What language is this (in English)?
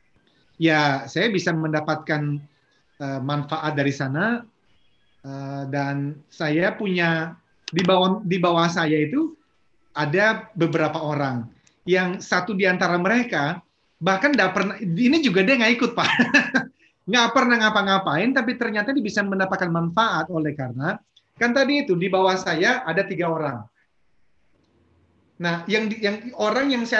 Indonesian